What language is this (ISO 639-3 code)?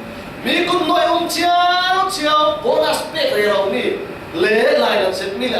cfm